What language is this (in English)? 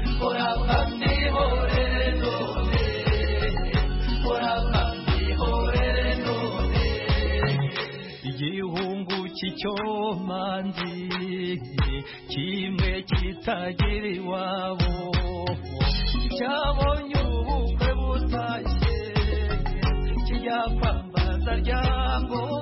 Kinyarwanda